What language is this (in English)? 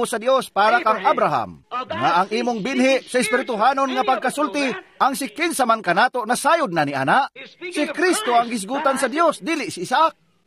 Cebuano